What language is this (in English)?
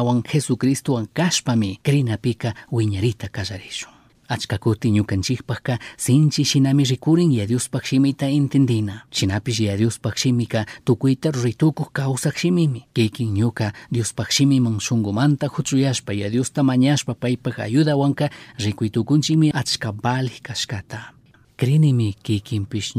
Chimborazo Highland Quichua